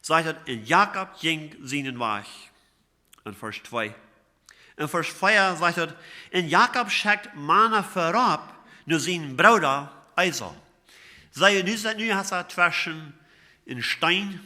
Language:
Plautdietsch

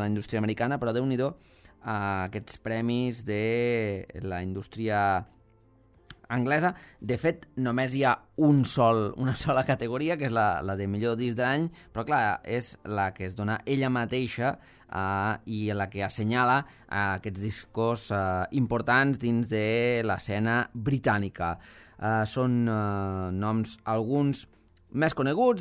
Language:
Catalan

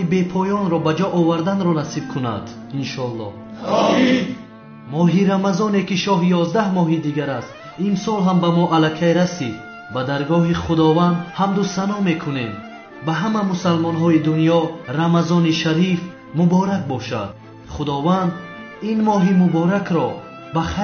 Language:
Tajik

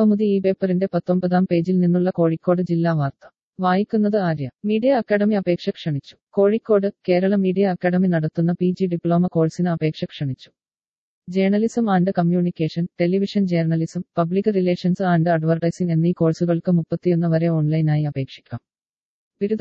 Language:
Malayalam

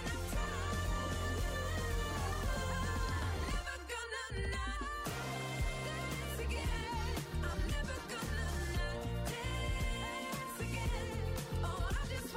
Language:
English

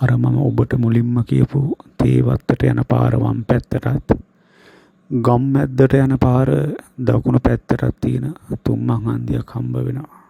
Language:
Sinhala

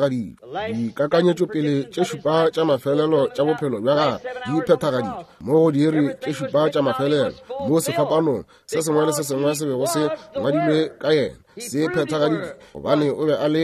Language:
Northern Sotho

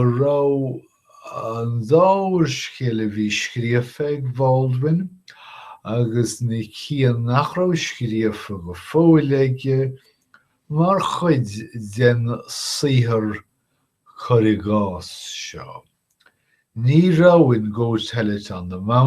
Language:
Irish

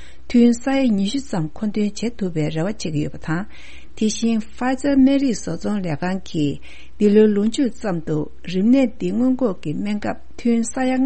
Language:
Tibetan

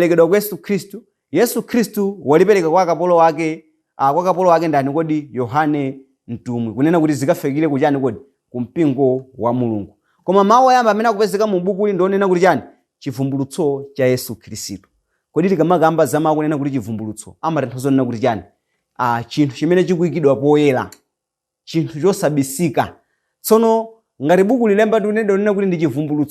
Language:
Nyanja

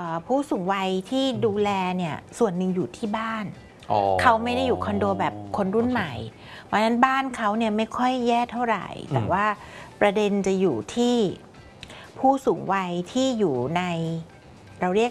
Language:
Thai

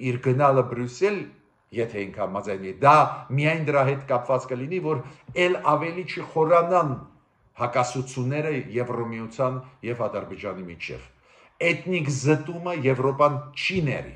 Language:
Armenian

